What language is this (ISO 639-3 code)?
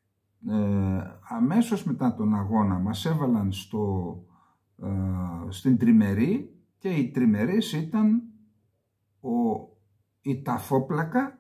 ell